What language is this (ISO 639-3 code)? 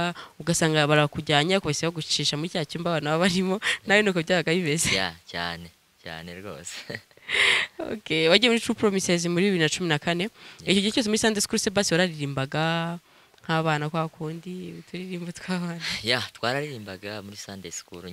kin